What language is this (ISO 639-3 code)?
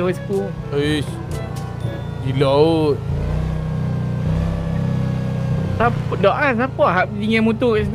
msa